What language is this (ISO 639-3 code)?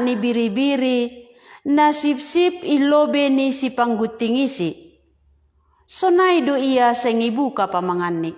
bts